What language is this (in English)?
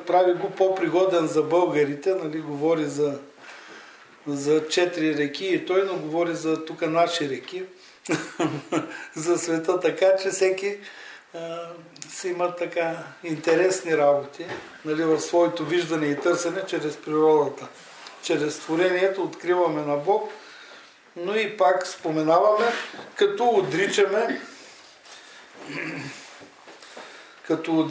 Bulgarian